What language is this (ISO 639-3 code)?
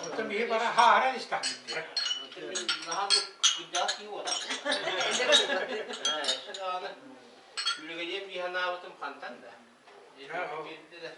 sah